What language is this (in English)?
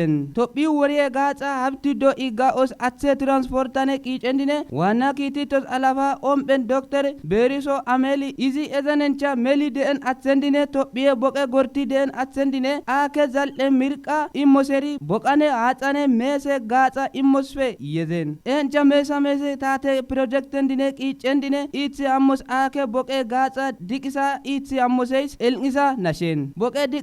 Kafa